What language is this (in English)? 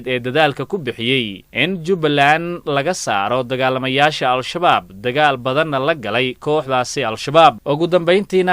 Somali